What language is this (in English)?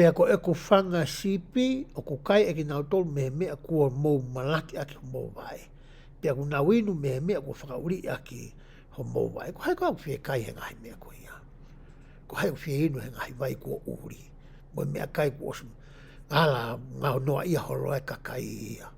Tongan